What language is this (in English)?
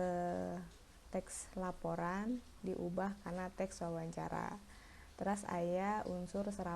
Sundanese